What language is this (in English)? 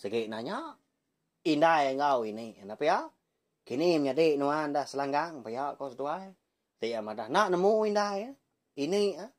Iban